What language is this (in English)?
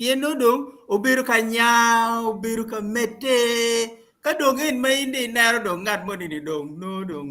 Acoli